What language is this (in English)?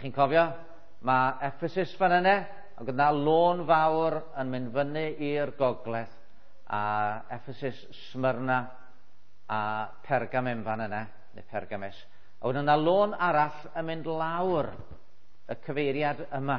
Welsh